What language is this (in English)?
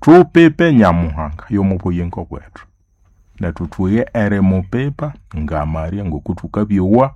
Nande